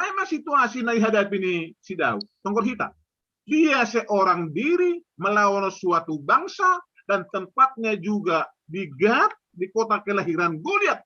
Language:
Batak Simalungun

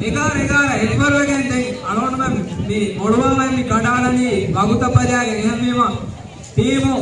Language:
Divehi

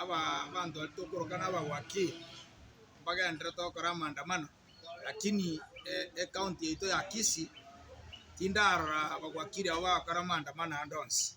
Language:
Gusii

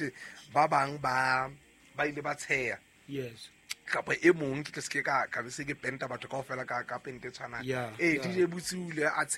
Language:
Southern Sotho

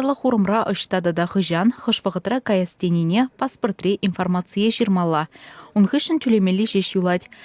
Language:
Chuvash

